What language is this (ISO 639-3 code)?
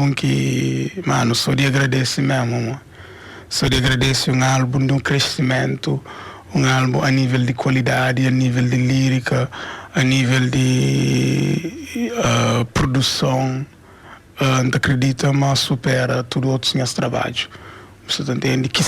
kea